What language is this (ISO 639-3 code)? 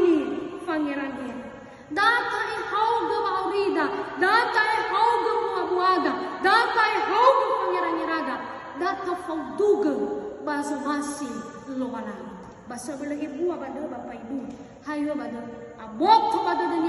nia